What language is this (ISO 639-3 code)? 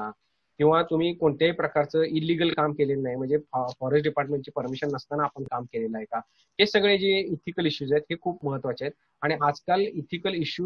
mar